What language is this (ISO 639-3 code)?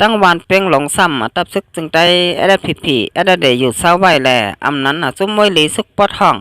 shn